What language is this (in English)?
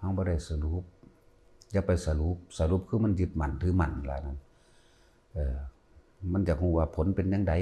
Lao